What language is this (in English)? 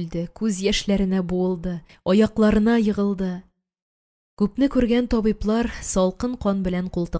Tatar